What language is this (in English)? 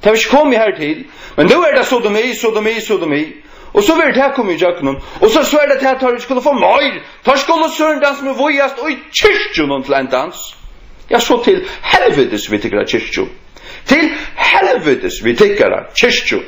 Faroese